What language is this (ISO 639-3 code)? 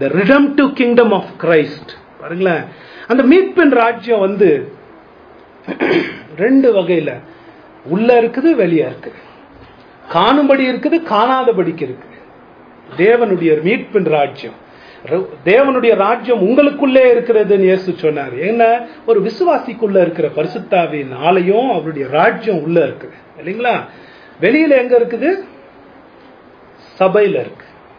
tam